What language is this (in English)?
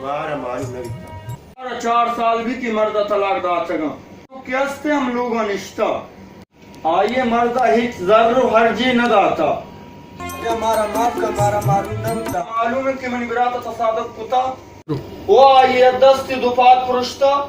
Baluchi